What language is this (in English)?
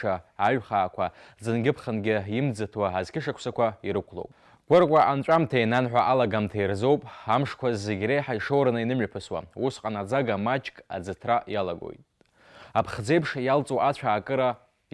Abkhazian